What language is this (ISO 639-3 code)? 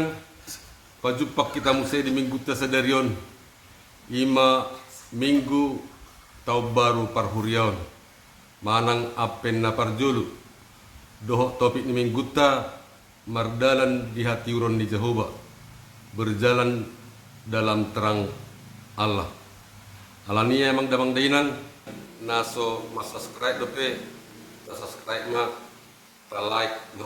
bbc